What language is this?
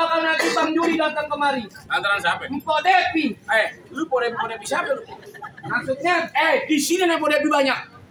Betawi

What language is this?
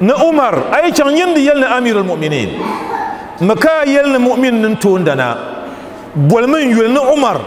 Dagbani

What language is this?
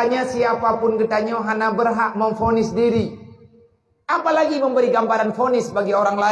Achinese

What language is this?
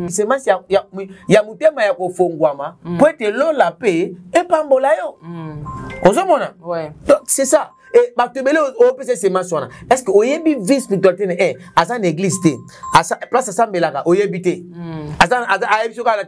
Lingala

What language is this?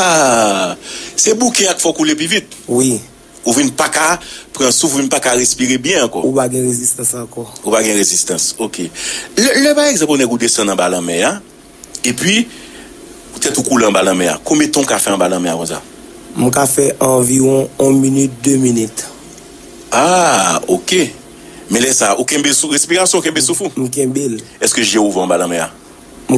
Haitian Creole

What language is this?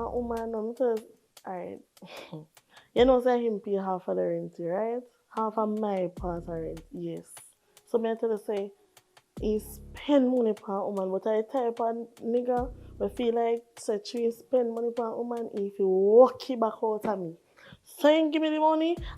Jamaican Creole English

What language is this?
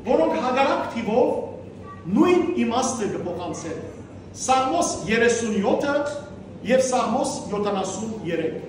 Western Armenian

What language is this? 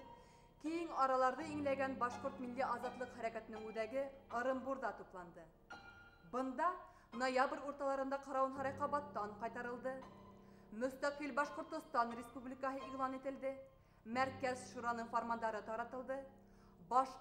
Bashkir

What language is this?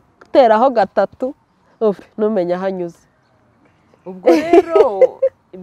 Kinyarwanda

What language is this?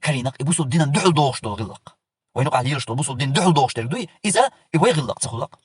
Chechen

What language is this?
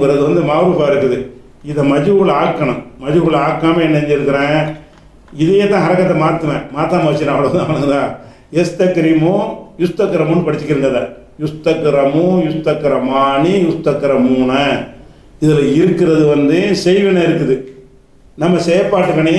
Tamil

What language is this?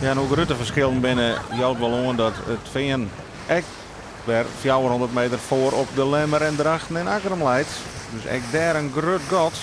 Western Frisian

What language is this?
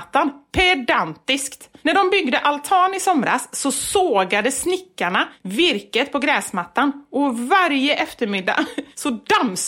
Swedish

